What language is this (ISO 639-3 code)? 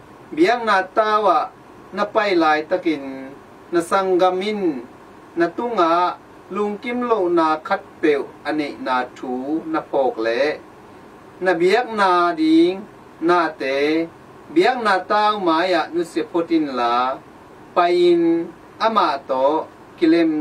ctd